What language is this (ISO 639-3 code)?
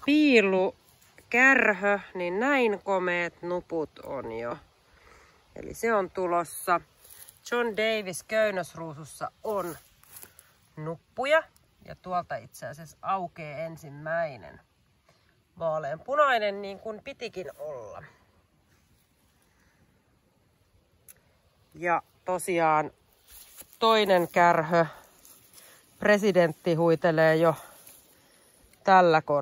fin